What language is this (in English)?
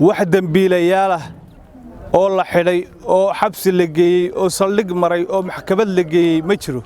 Somali